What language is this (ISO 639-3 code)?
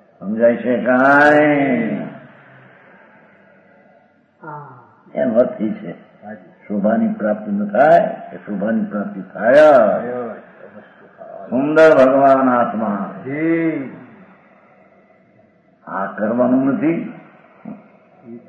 guj